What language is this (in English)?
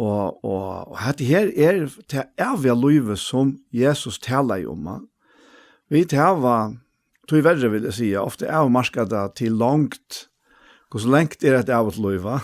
Faroese